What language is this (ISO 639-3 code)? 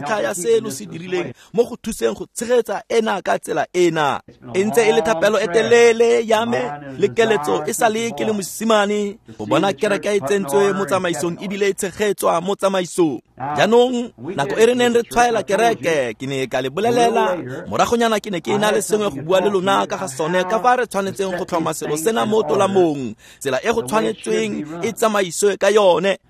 tsn